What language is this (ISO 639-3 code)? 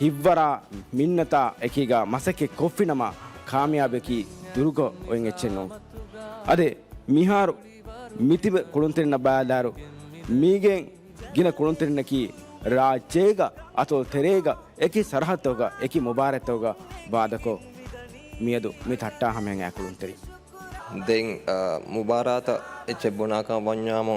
div